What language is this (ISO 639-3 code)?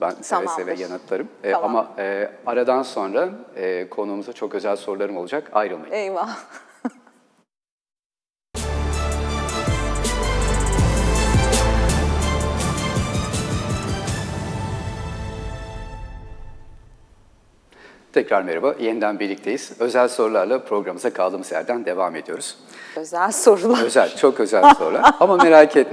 tur